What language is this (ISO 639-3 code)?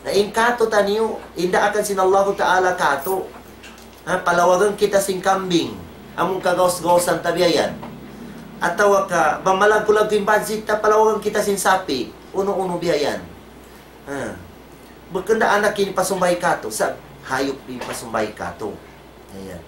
tsg